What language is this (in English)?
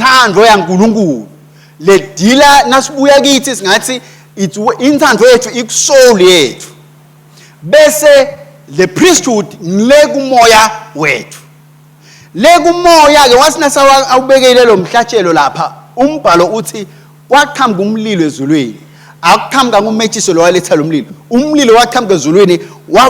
Swati